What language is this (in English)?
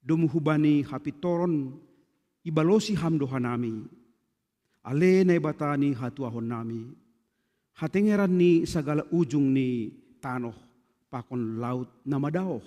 Batak Simalungun